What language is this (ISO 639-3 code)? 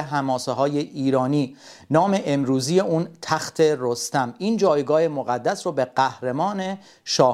fas